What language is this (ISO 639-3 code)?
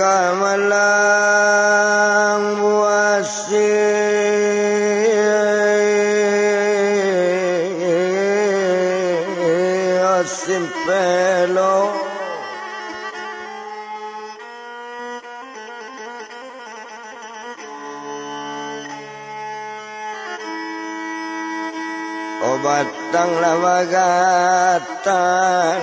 min